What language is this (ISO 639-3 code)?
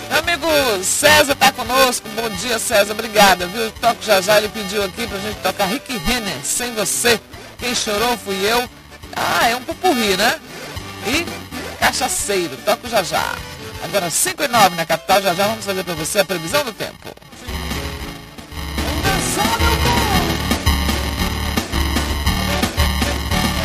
por